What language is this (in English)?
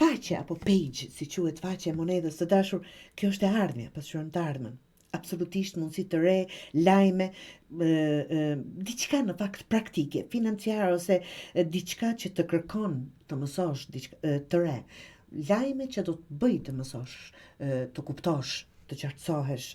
Albanian